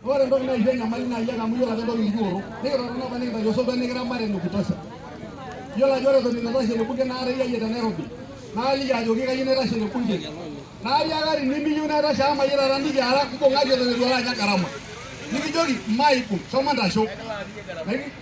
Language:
Masai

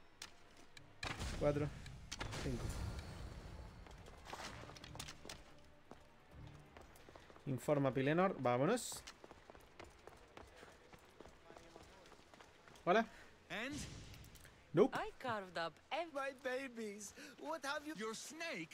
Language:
Spanish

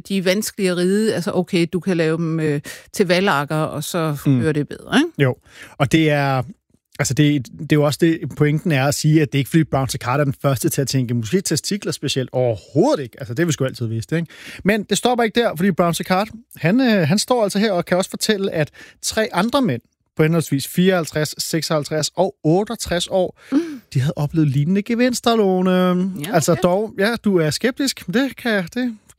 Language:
Danish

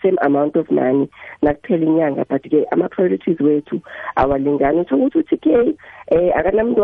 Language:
South Ndebele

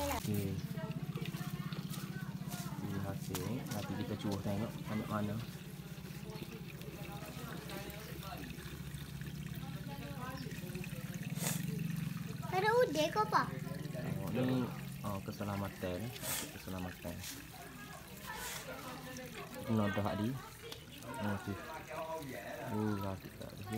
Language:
Malay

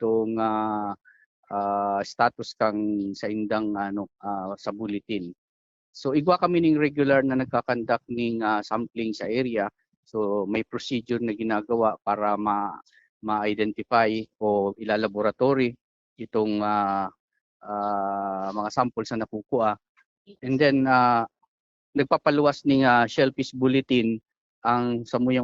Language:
Bikol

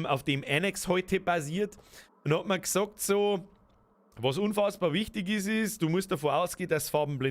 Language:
Bavarian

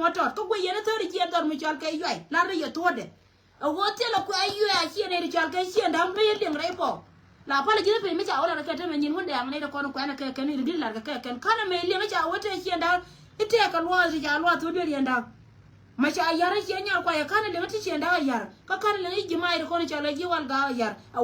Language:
Nuer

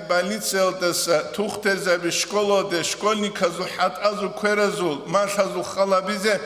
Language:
Avaric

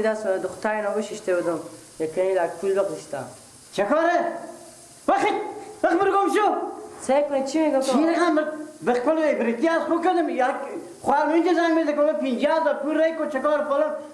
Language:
Persian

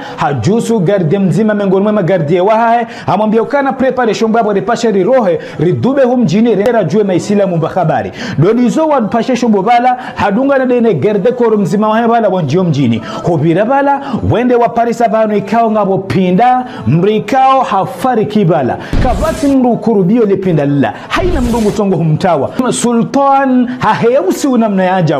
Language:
Ngazidja Comorian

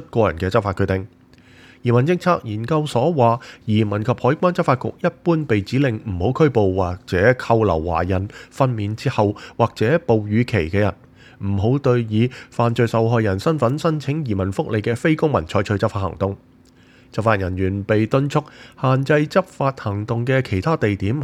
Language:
Cantonese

